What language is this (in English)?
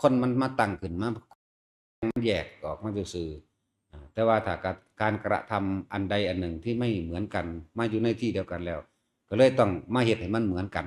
Northeastern Thai